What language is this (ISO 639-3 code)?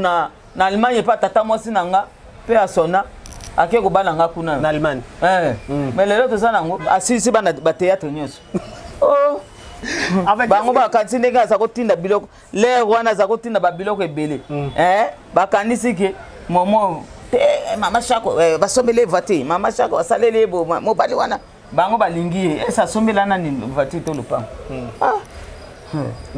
lin